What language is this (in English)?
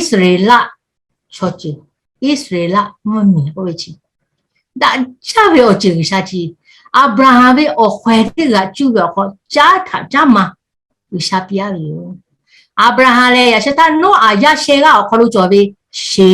Lahu